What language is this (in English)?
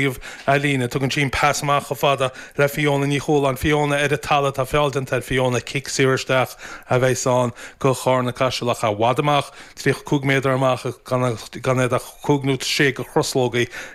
Irish